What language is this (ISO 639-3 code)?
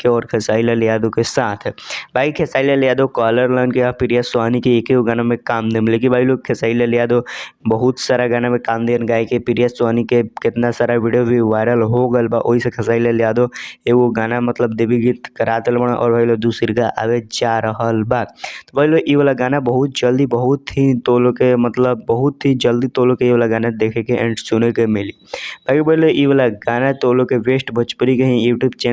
bho